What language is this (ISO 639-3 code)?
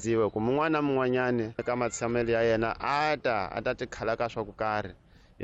tso